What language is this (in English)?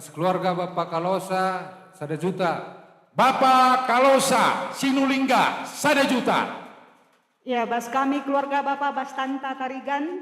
Batak Karo